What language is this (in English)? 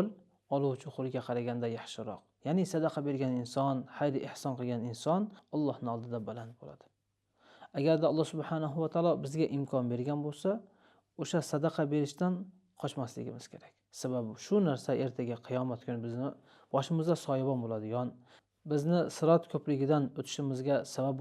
Uzbek